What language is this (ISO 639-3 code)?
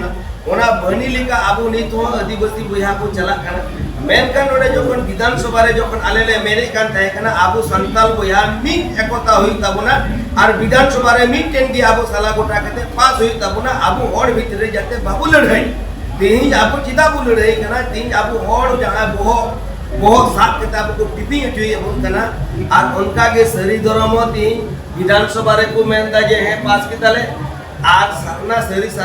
sat